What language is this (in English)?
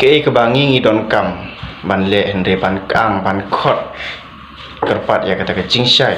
Khasi